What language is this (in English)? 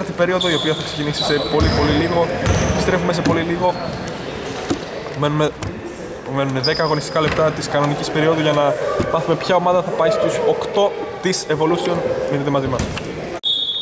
Greek